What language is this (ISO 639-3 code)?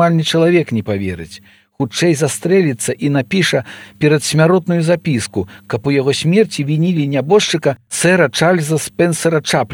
bel